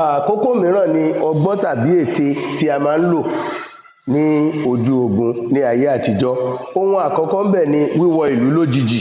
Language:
Yoruba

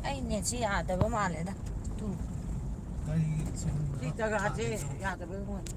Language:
Manipuri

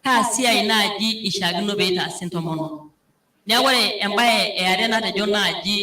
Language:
Masai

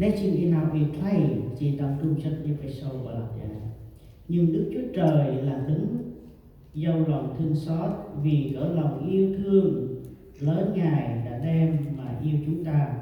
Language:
Central Mnong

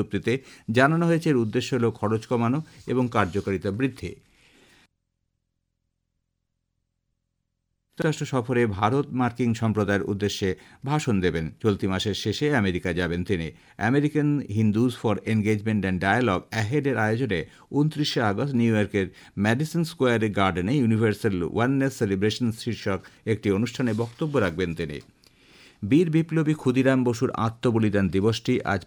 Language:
Bangla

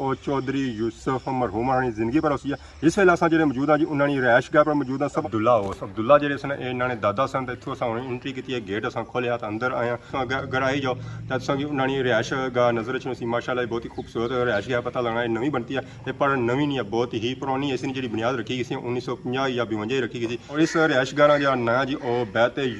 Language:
Pahari-Potwari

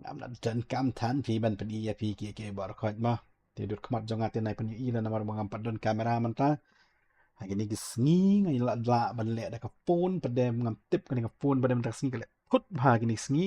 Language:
Khasi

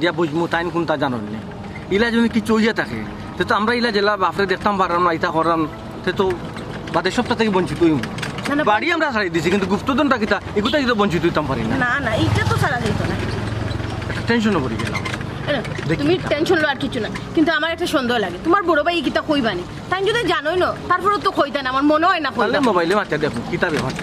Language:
Sylheti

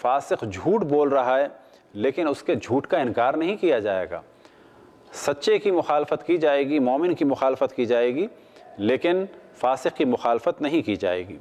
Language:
Urdu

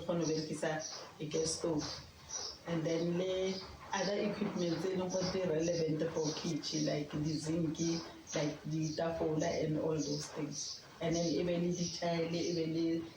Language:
Tswana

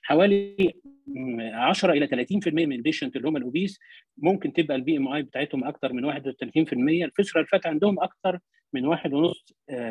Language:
Egyptian Arabic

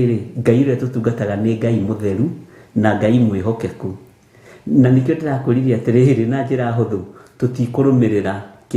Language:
Kikuyu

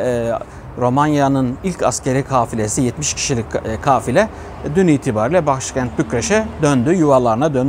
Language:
Turkish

